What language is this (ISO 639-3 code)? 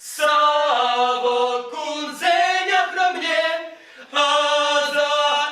chv